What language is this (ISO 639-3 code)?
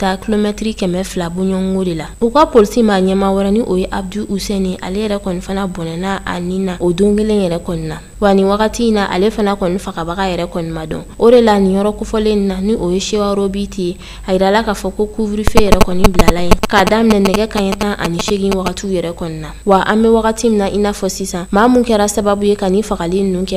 bam